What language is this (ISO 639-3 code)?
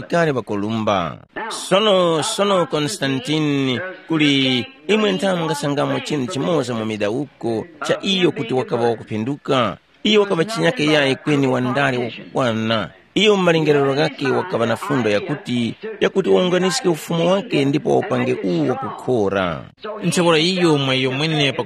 tum